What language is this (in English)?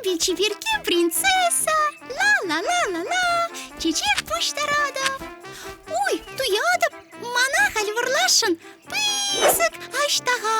Chuvash